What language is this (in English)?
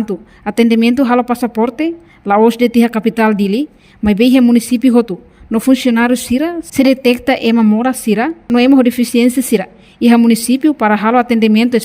Tetum